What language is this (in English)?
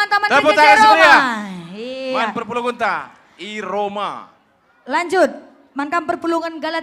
Batak Karo